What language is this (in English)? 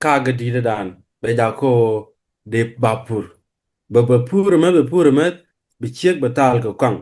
Nuer